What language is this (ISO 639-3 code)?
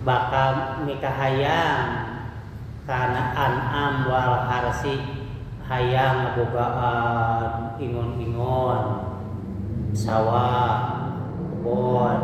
sun